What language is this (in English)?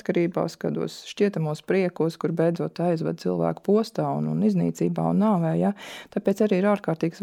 Latvian